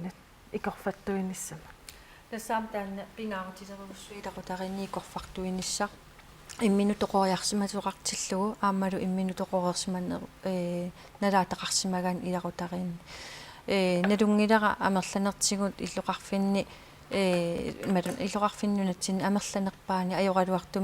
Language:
Kalaallisut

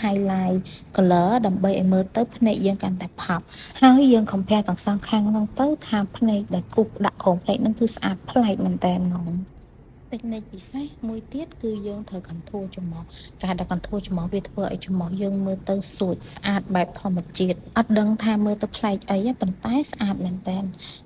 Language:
Khmer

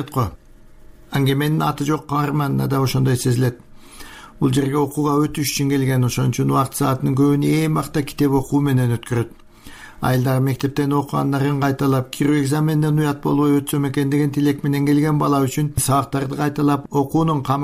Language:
Kyrgyz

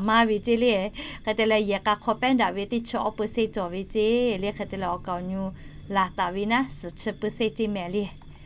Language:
Lahu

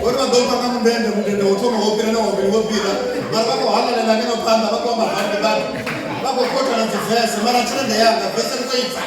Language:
Venda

